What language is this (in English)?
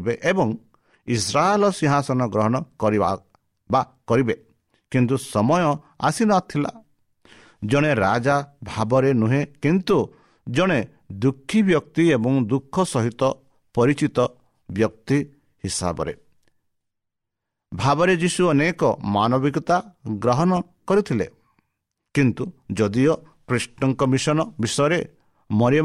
Odia